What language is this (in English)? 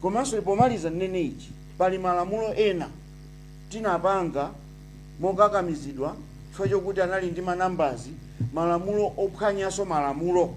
Nyanja